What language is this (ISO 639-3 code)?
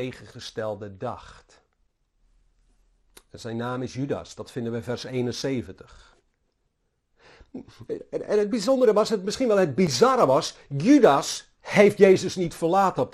nld